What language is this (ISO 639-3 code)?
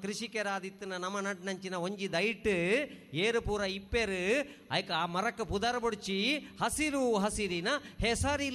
tcy